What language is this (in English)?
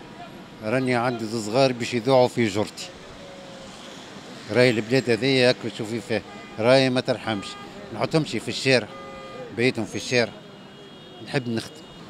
Tunisian Arabic